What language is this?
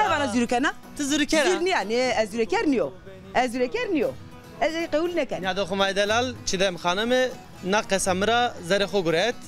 Zaza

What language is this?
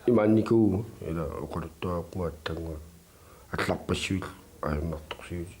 Kalaallisut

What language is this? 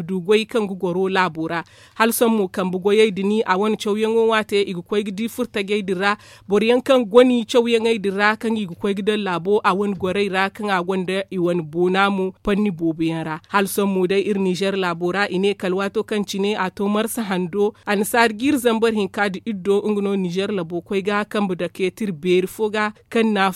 Zarma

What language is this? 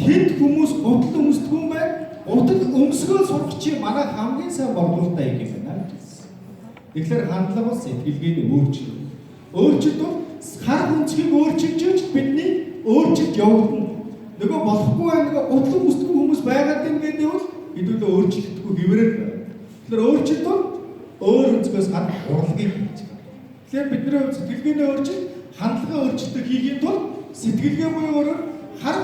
Mongolian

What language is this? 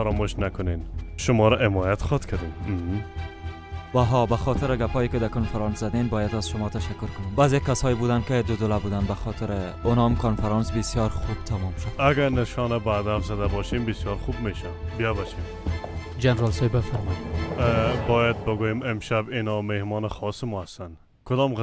Persian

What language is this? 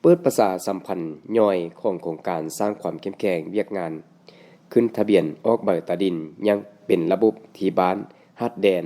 Lao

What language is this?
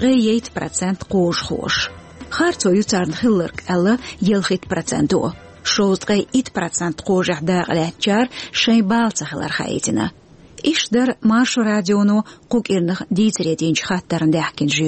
Chechen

